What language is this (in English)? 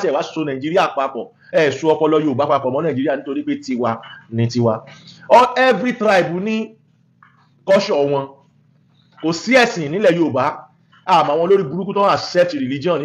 Yoruba